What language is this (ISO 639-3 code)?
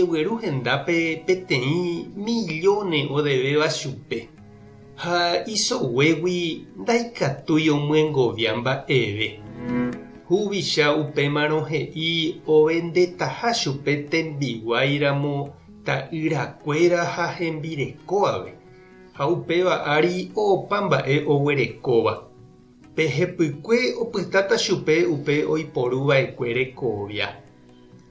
grn